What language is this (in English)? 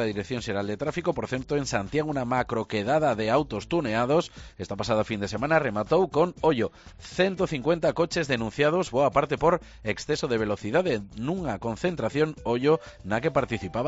Galician